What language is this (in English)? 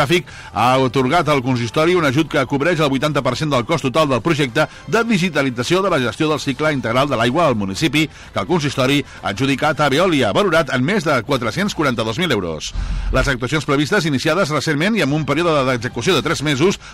Catalan